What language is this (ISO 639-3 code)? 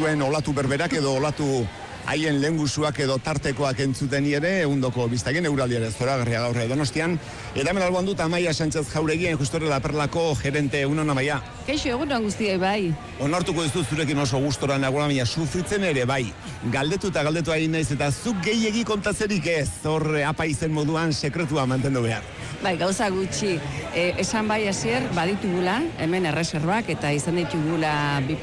eus